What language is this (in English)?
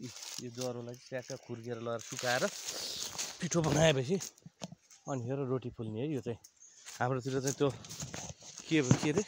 Nepali